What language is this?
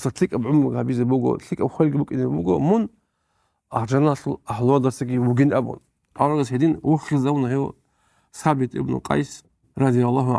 Avaric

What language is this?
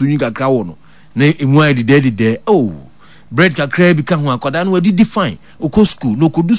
Akan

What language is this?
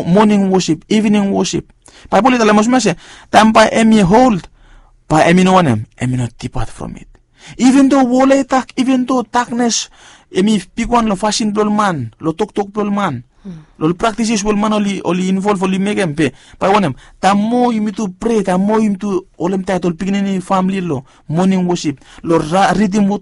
Bislama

